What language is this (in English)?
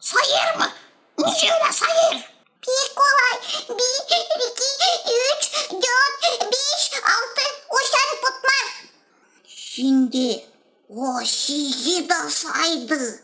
Gagauz